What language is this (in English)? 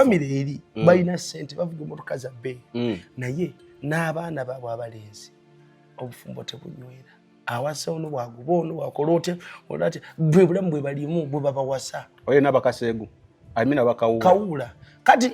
Ganda